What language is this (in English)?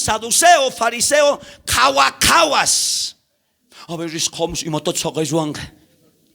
South Bolivian Quechua